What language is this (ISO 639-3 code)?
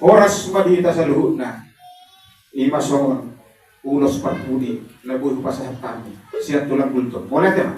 bbc